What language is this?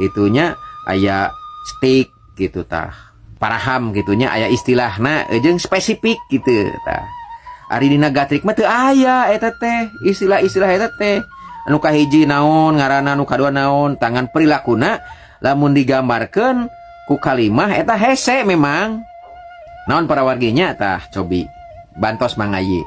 Sundanese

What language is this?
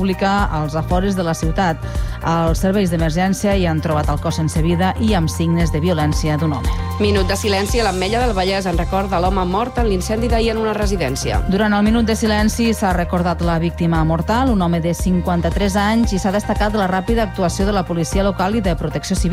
Catalan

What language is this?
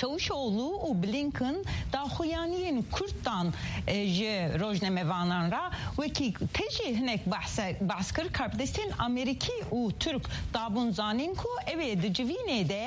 Kurdish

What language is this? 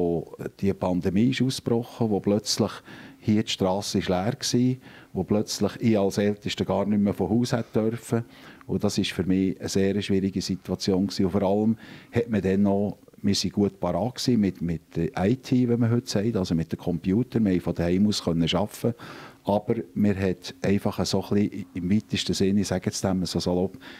Swiss German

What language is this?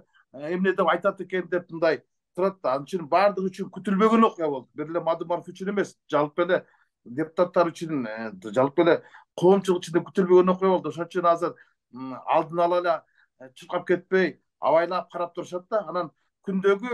Kyrgyz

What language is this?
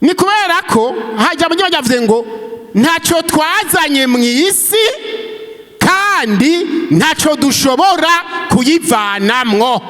Rundi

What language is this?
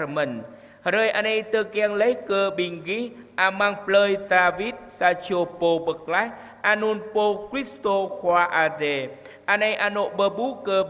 Jarai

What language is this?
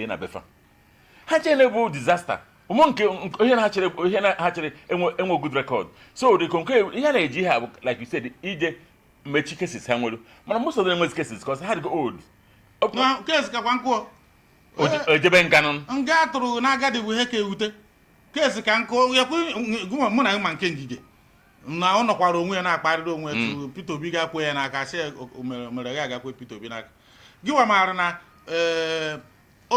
Igbo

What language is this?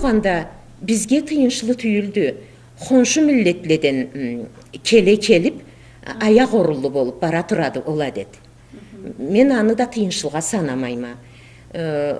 Karachay-Balkar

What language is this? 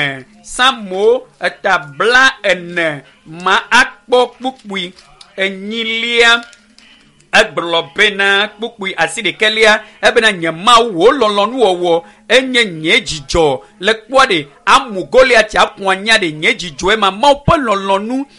Ewe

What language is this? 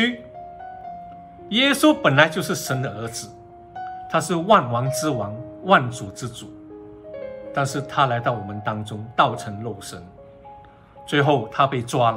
Chinese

